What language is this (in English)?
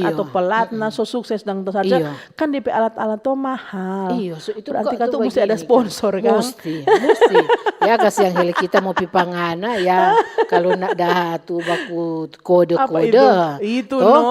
Manado Malay